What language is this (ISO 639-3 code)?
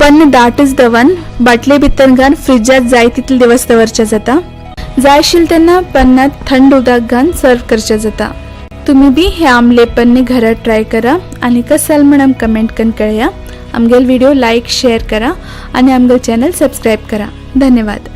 kok